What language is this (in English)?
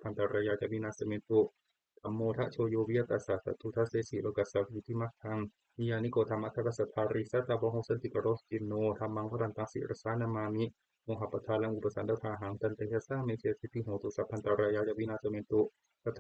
Pali